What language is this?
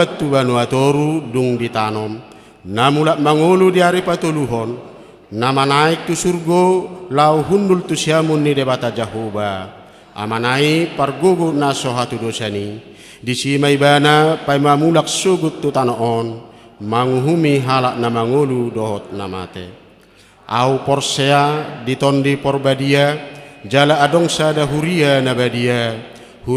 Batak Toba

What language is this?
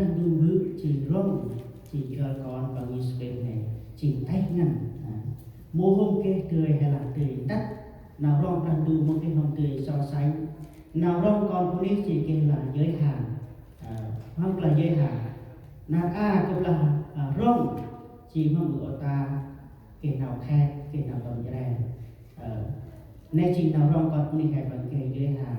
Central Mnong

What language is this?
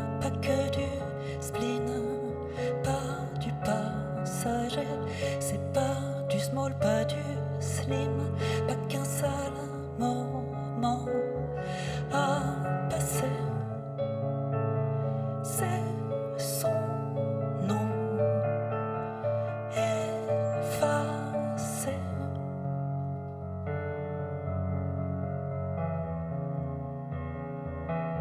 French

